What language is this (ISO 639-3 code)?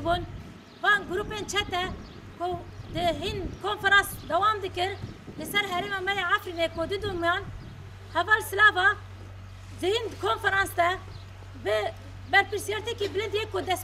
kur